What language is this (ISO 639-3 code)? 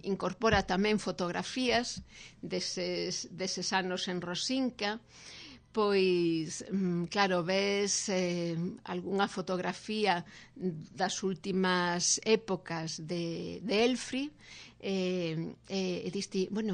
glg